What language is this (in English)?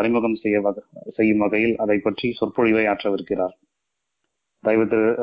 Tamil